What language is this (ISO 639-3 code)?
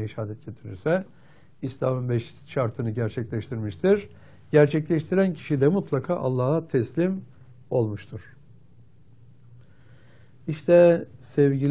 tur